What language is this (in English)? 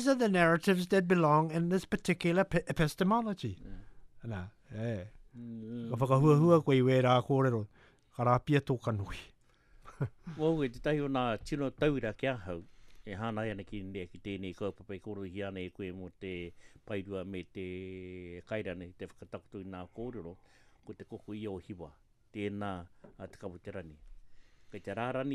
Latvian